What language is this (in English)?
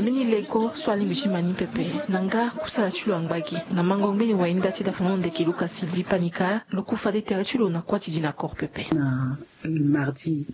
Sango